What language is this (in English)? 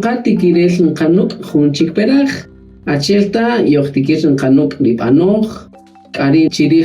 Kaqchikel